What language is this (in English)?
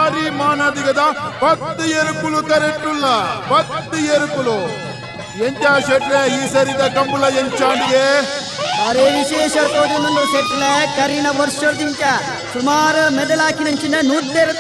Tulu